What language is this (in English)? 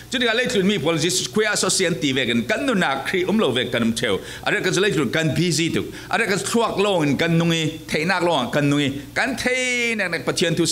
Falam Chin